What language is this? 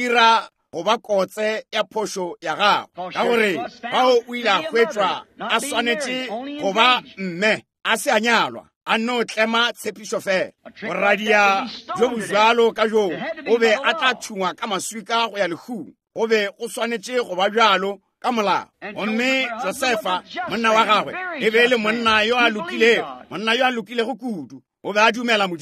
Northern Sotho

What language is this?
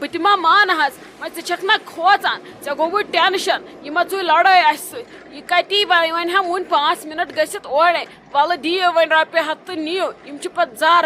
Kashmiri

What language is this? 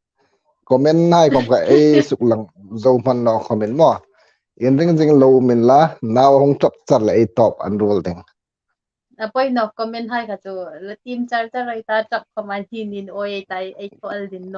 Hmar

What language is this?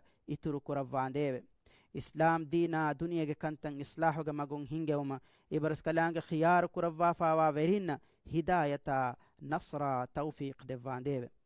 Divehi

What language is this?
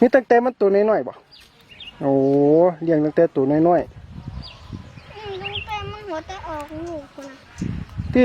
Northeastern Thai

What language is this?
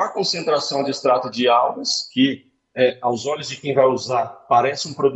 Portuguese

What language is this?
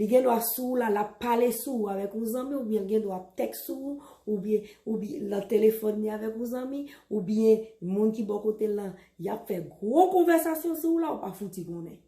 Haitian Creole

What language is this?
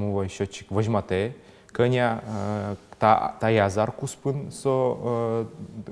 Udmurt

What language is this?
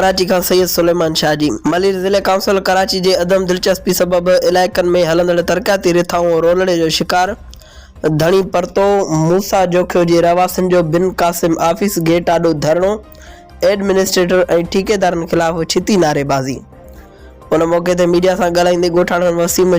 Sindhi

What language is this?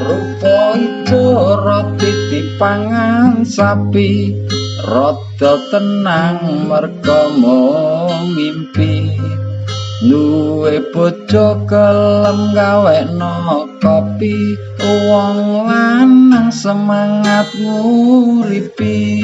Javanese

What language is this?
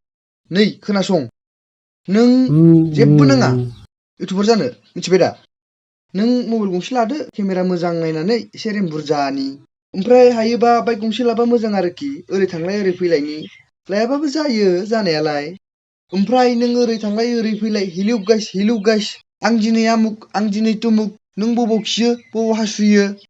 Bodo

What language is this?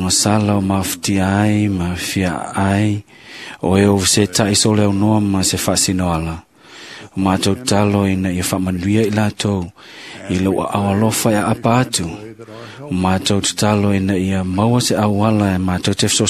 Samoan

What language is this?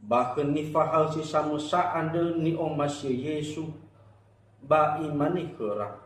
Nias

